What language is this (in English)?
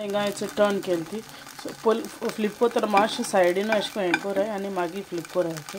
Konkani